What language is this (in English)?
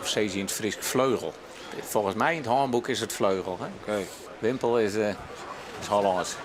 Western Frisian